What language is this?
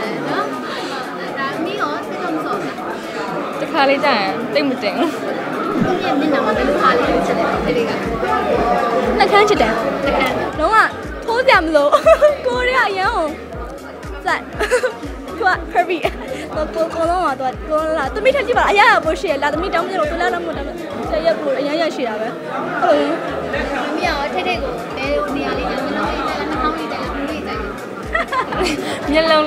Burmese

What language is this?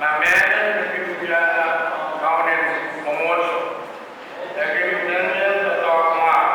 Pohnpeian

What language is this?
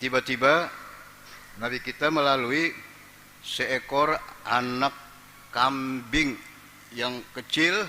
Banjar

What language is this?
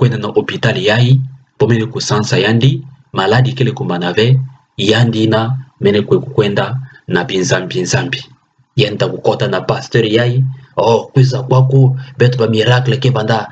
Kituba (Democratic Republic of Congo)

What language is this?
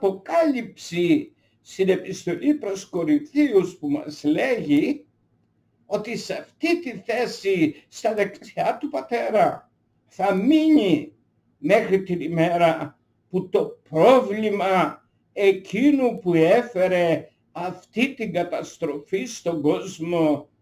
Greek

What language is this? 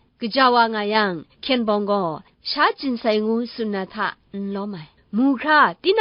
Kachin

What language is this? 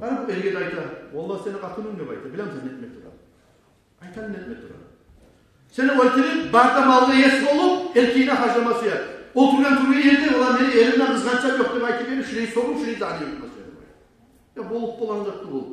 Kumyk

